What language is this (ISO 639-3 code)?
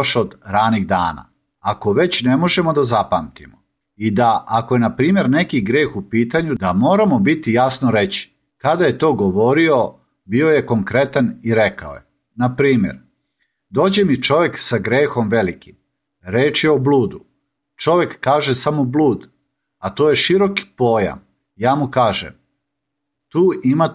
srp